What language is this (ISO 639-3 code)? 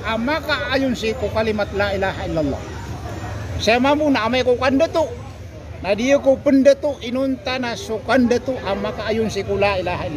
mrw